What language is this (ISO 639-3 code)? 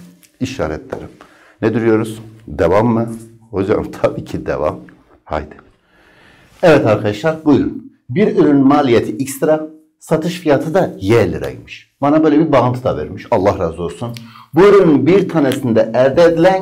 tur